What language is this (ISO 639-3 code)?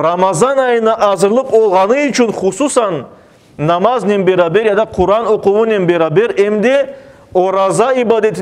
crh